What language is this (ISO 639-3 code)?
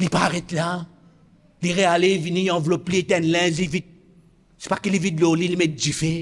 mfe